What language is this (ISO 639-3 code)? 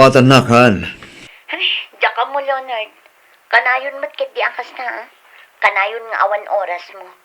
ilo